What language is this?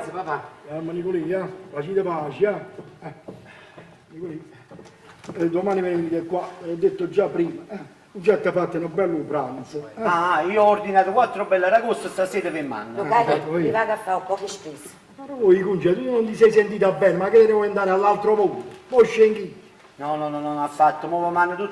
Neapolitan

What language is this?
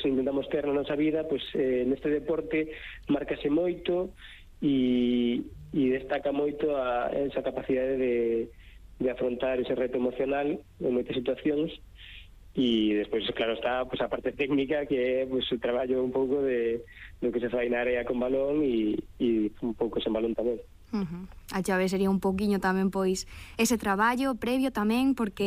Galician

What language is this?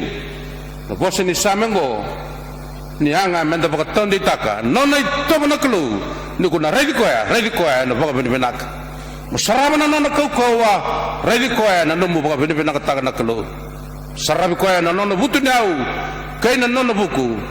Fijian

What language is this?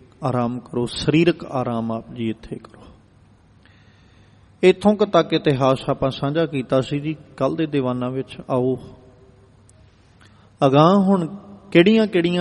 Punjabi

